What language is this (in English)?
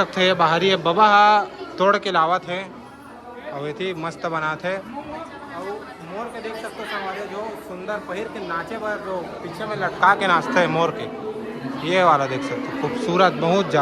Chhattisgarhi